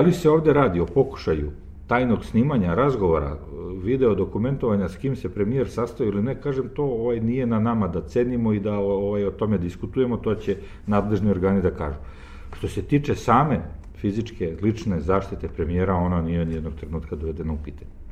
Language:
Serbian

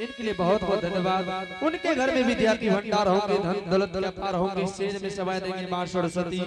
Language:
Angika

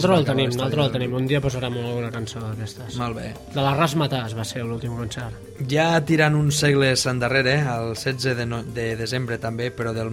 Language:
Catalan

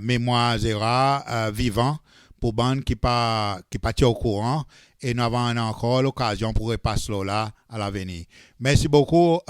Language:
Seselwa Creole French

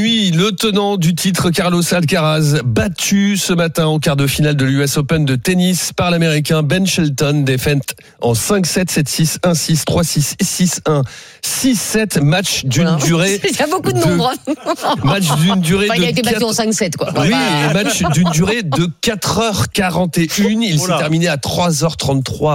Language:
French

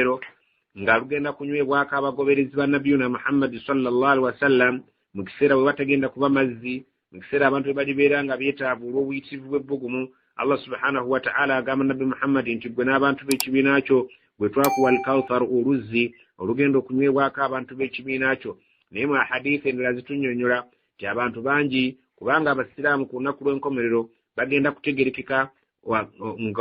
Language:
Ganda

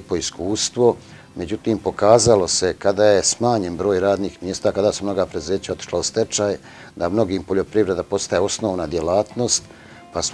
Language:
Bosnian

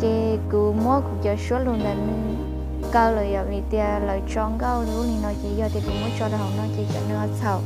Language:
Hmong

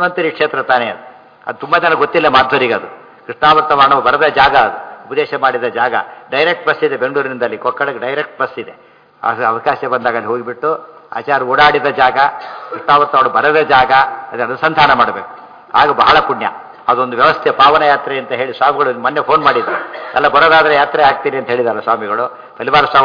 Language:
Kannada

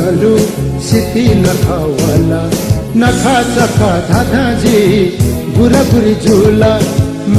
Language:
Newari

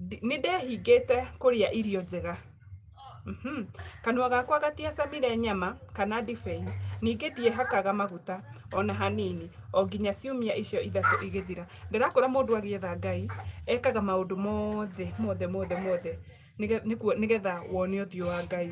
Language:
Kikuyu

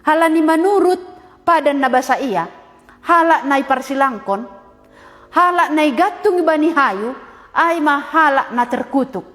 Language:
Batak Simalungun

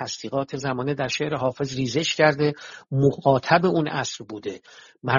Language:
Persian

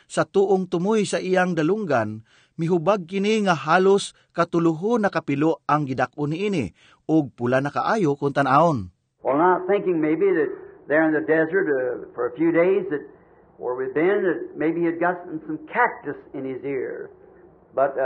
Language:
Cebuano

